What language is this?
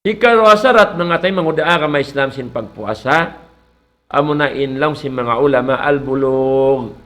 Tausug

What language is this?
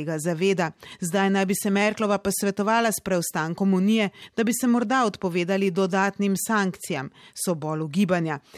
Slovenian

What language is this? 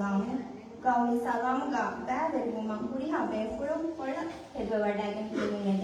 Divehi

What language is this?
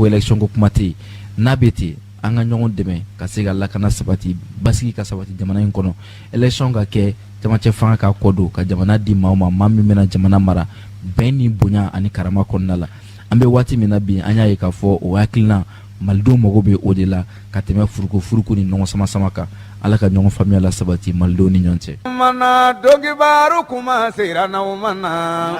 Bambara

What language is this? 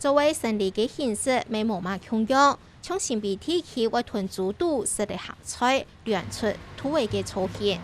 Hakka Chinese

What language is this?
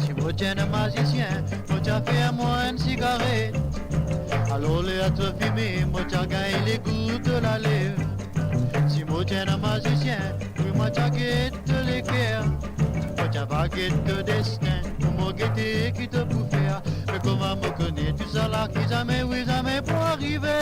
Morisyen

